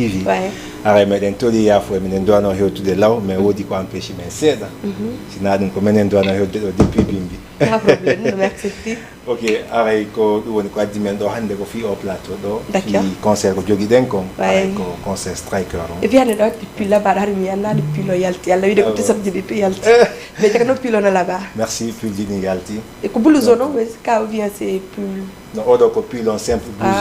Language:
Fula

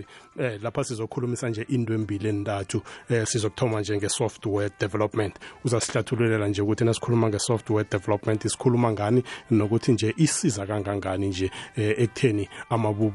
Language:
South Ndebele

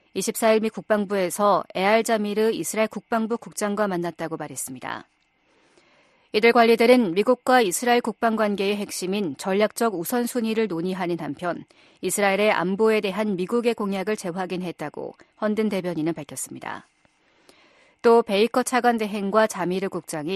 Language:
Korean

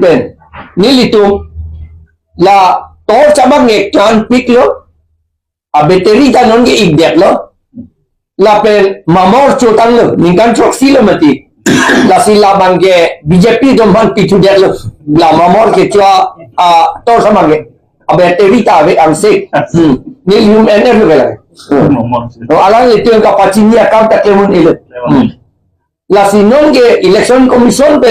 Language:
Karbi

